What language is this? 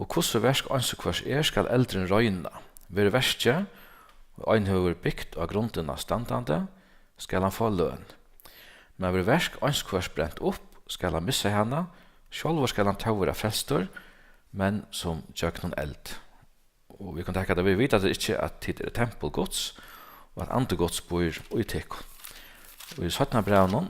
Faroese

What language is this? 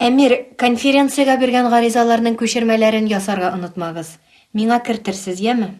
Tatar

